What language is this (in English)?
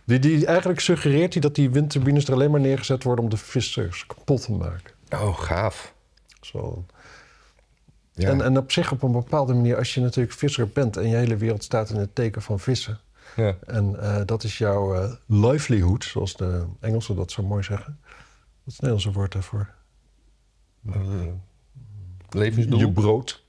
Dutch